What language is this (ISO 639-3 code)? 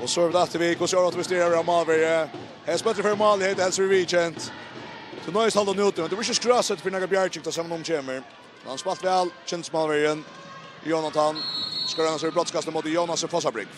fao